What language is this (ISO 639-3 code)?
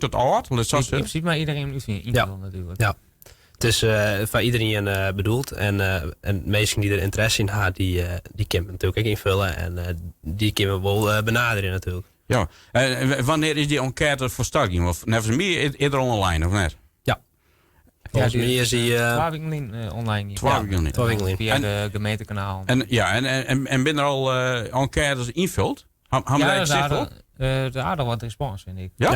fry